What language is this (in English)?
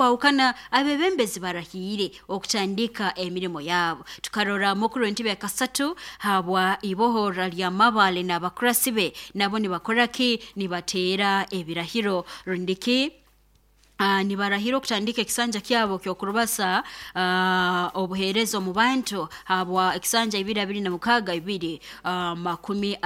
Nyoro